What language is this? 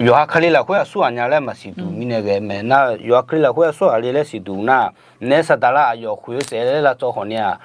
Akha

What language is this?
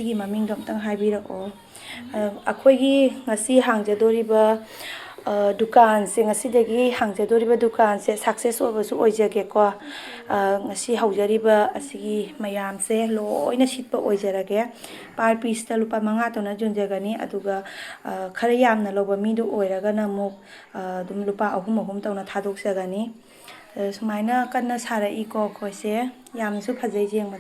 Manipuri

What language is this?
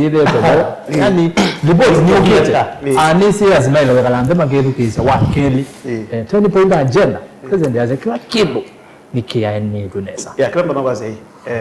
Kamba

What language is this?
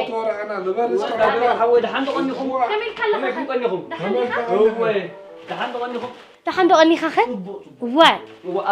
Tigrinya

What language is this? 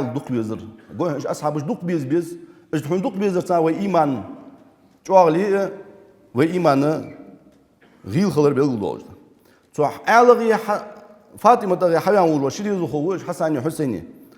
Ingush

